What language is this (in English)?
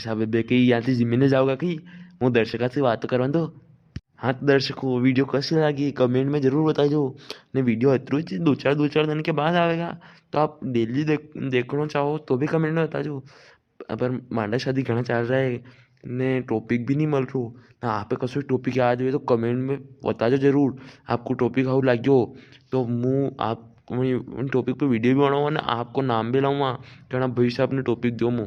Rajasthani